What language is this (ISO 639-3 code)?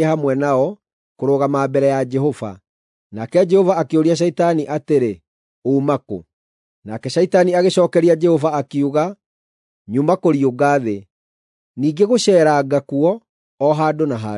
kik